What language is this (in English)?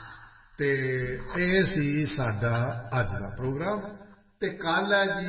Punjabi